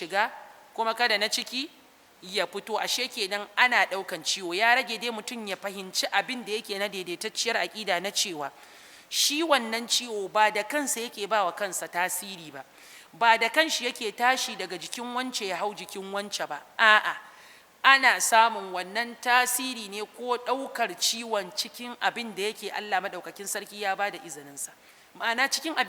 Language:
Hausa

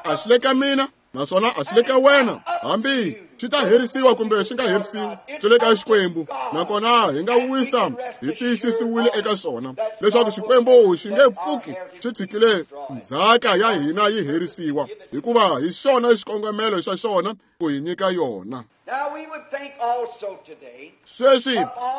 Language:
Tsonga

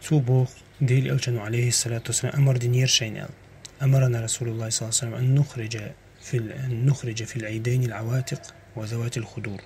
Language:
Chechen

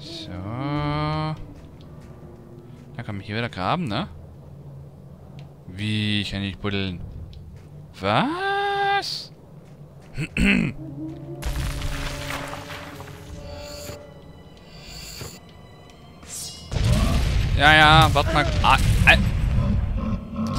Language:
German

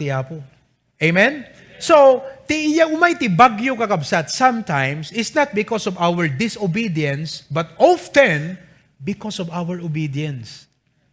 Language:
Iloko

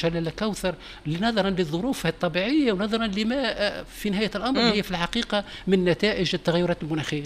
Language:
Tunisian Arabic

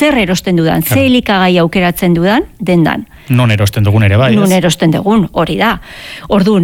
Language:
Basque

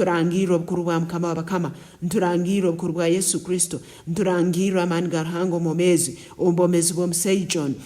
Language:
Nyankole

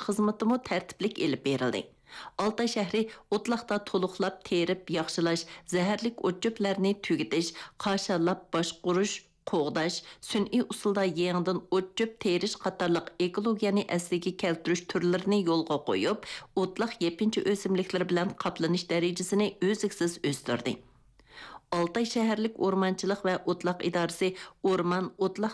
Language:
Uyghur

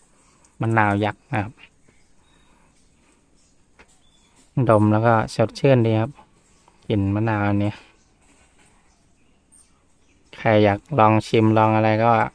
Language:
Thai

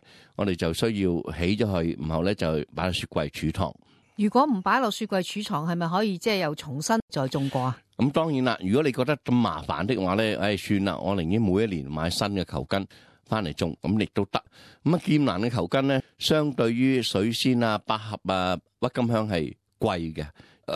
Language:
Cantonese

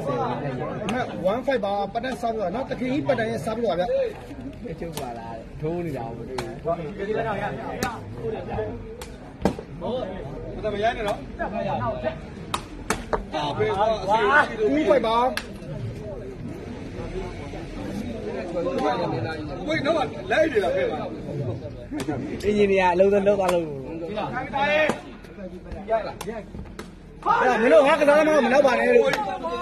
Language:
Burmese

